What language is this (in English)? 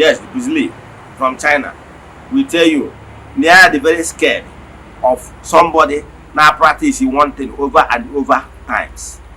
Igbo